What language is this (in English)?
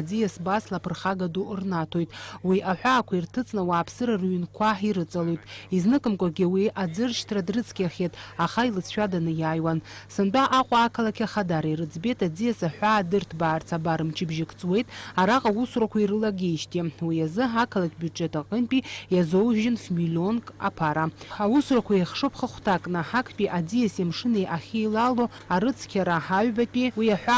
Abkhazian